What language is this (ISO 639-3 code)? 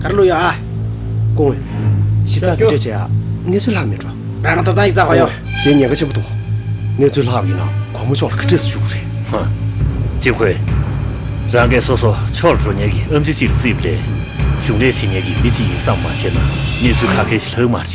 bod